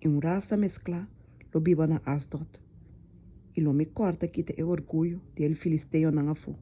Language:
Papiamento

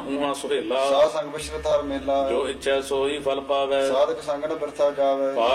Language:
Punjabi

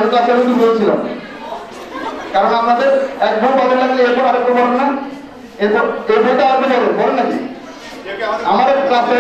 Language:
Bangla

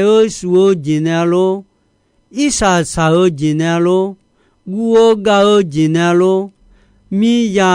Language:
Akha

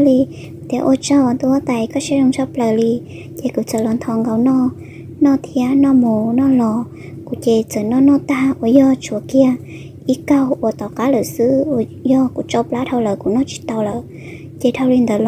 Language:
Hmong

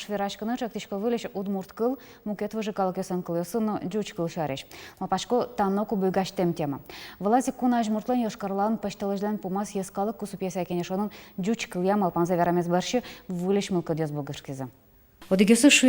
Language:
Udmurt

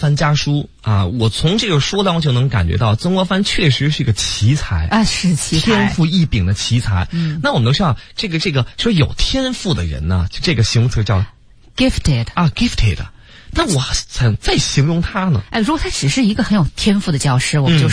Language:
Chinese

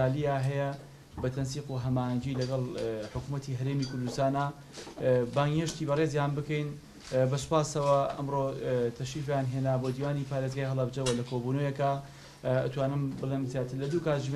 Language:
Central Kurdish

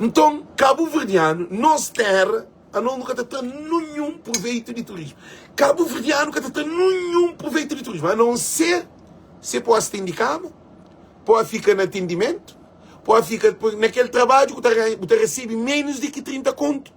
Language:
Kabuverdianu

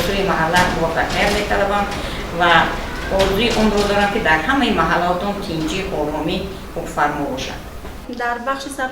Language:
Tajik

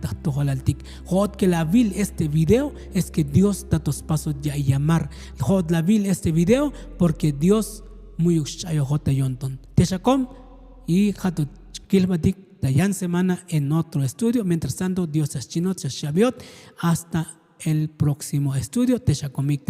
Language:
Tzotzil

